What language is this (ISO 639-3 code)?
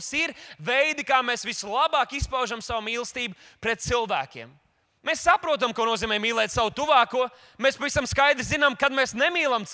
lav